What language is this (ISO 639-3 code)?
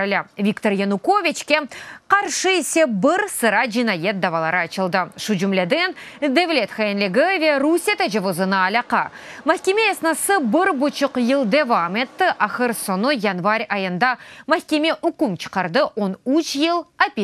crh